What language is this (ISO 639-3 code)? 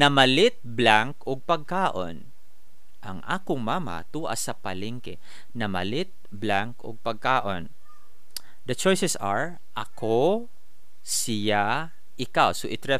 ceb